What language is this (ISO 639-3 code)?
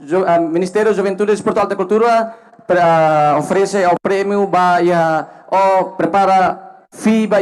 tet